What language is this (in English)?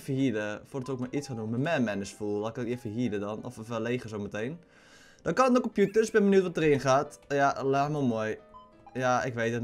Dutch